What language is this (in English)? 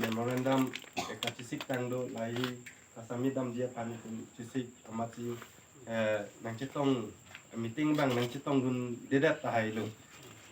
Karbi